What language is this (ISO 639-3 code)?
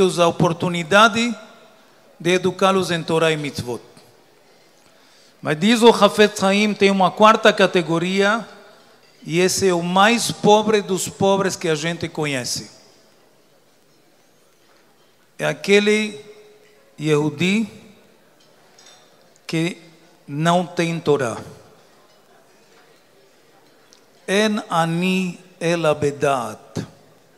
por